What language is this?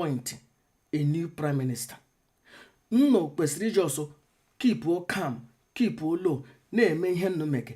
Igbo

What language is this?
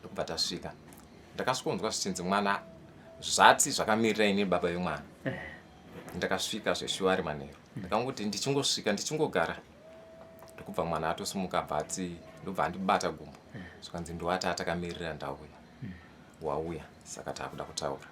Shona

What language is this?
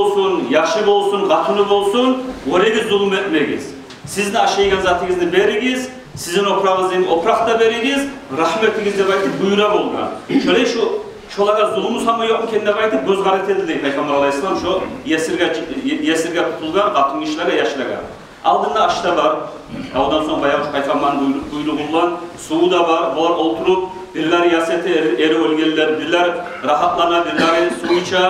Kumyk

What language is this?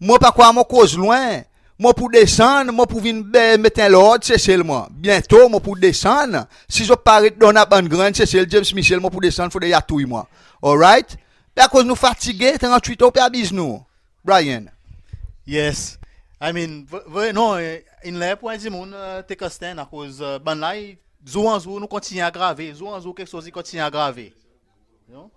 Seselwa Creole French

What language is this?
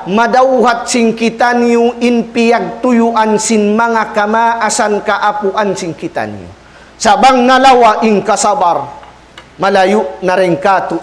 Tausug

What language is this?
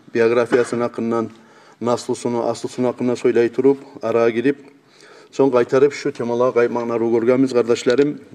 Kumyk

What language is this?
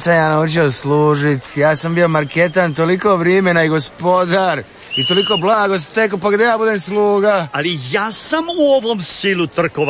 Croatian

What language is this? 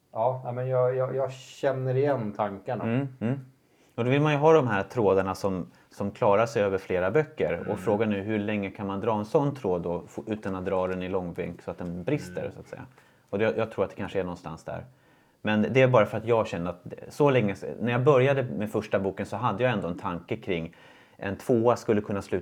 Swedish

